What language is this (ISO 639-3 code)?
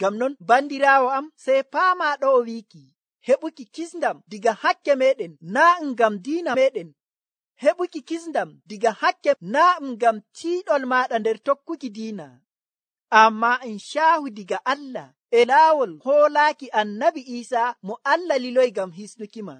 fuv